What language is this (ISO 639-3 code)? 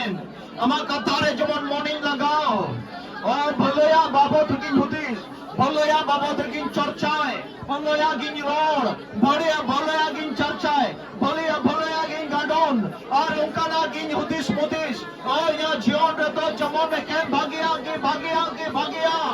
sat